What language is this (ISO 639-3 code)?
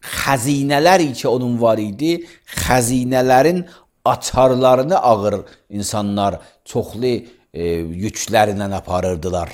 aze